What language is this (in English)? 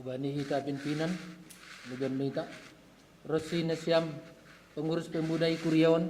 Batak Simalungun